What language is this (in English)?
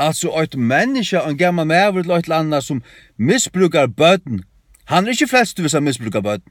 Faroese